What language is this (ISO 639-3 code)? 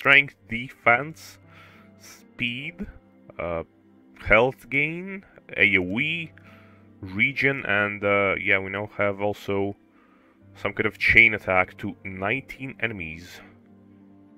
eng